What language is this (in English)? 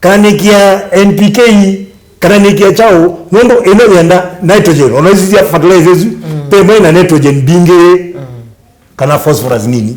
Kamba